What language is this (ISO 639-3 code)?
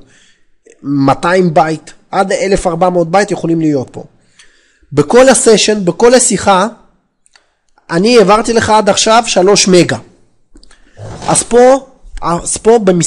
heb